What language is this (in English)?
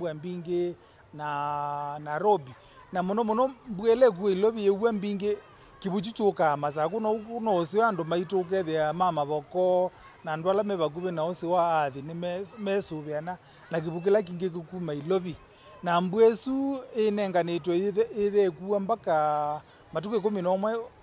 Kamba